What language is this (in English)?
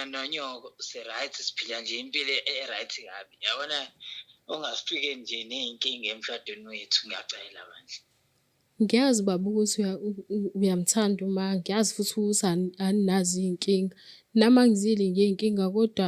Zulu